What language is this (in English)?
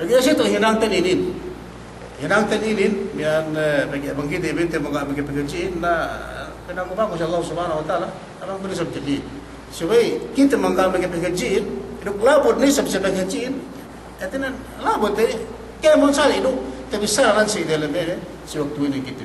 Yakan